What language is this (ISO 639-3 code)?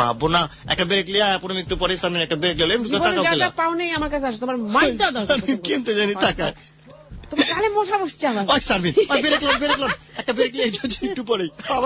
ben